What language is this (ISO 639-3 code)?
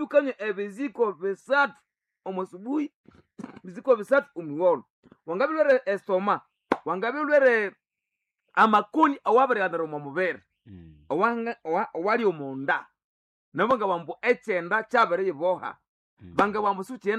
nnb